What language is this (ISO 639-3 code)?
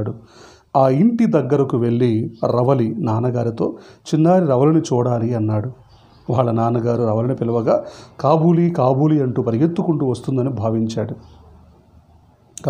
tel